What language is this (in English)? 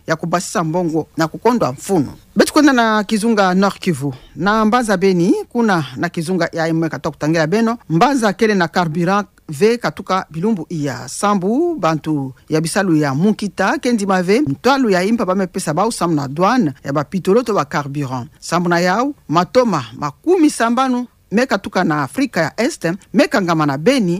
Kituba (Democratic Republic of Congo)